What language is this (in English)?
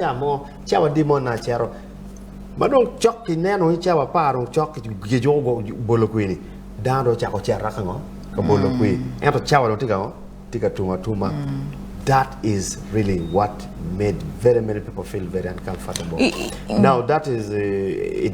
Acoli